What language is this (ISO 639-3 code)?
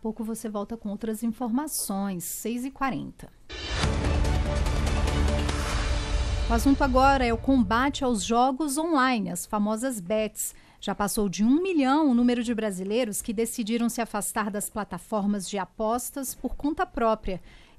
por